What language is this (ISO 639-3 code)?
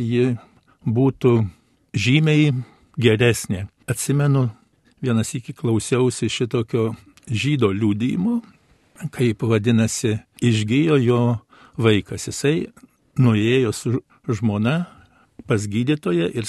lit